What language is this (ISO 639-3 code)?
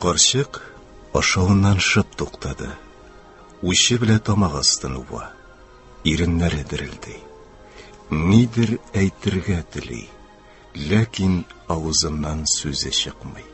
tat